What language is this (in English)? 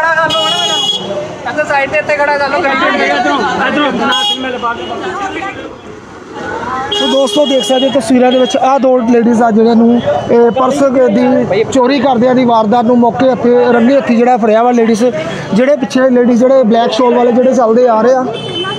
Punjabi